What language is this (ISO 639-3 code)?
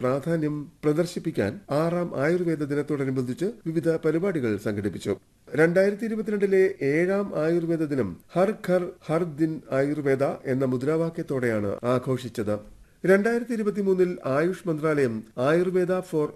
mal